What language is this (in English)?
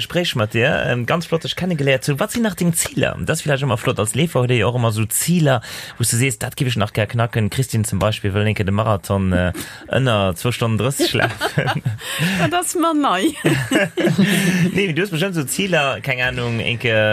Luxembourgish